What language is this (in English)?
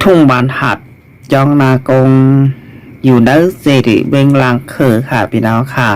Shan